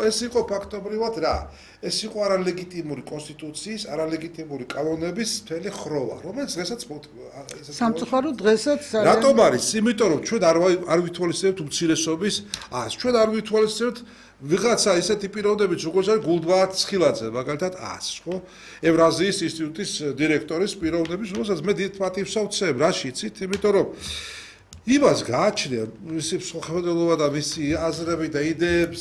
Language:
Georgian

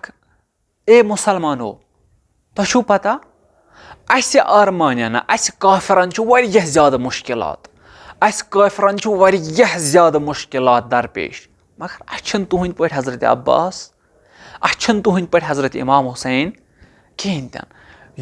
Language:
Kashmiri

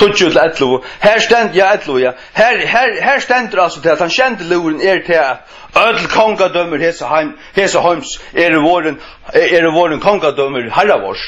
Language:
Faroese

